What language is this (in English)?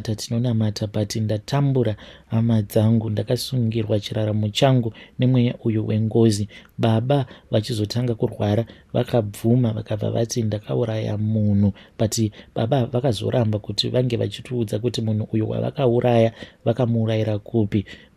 Shona